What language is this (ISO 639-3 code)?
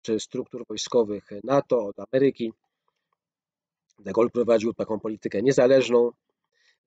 pol